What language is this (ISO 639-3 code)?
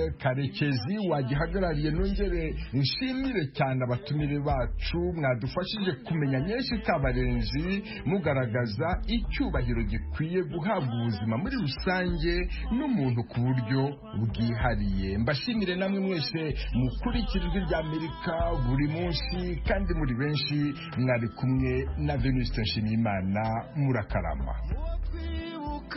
kin